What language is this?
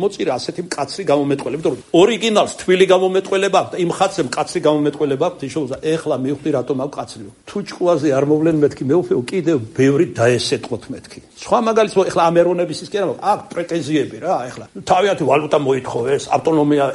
Georgian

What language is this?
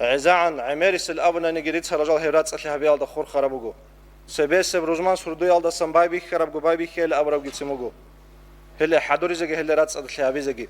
Avaric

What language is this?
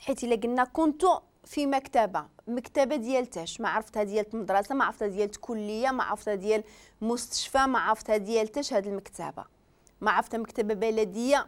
Moroccan Arabic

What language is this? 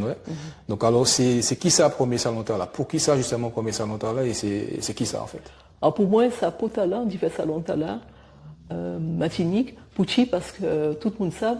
Guadeloupean Creole French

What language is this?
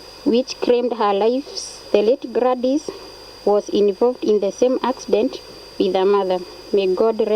Meru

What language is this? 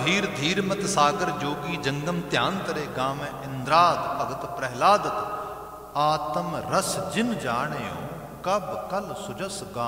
Punjabi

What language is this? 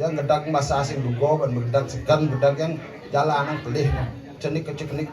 Balinese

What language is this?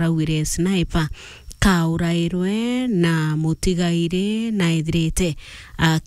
Meru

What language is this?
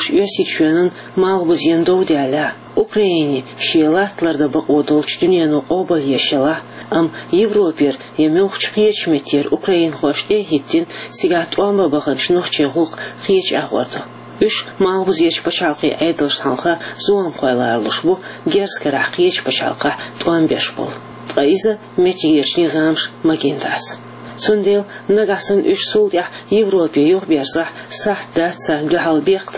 Chechen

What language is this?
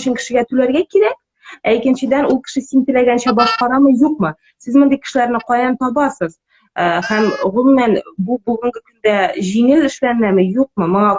Tatar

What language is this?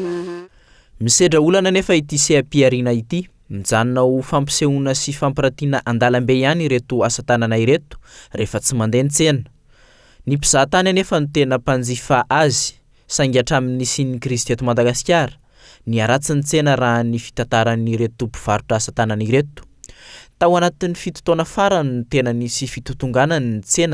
Malagasy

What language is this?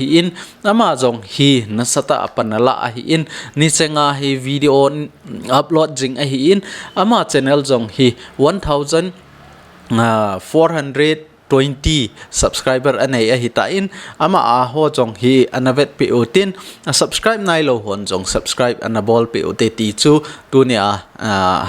Thado Chin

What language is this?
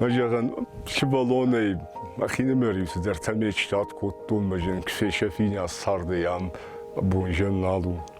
Ossetic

